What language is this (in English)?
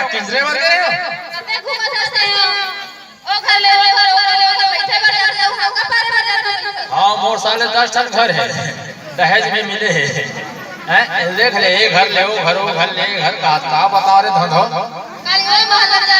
Chhattisgarhi